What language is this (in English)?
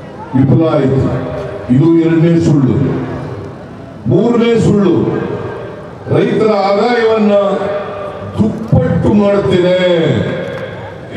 Kannada